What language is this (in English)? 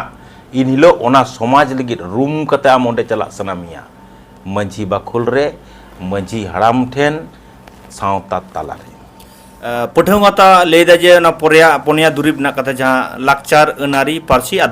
Santali